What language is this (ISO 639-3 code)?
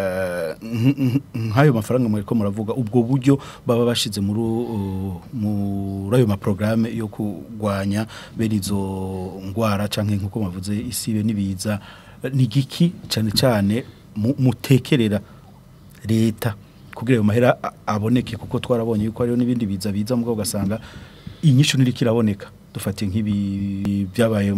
run